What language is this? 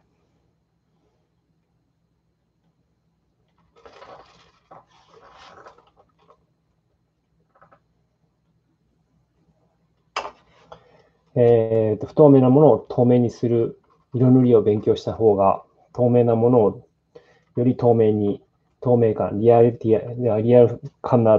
Japanese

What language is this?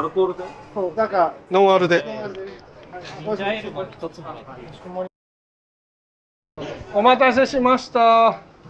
Japanese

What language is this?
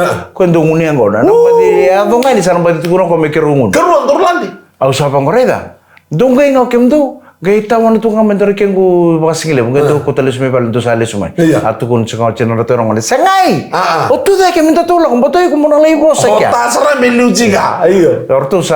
Fijian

